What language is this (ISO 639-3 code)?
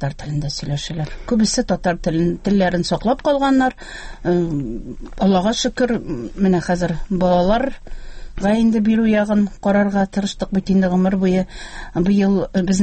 tat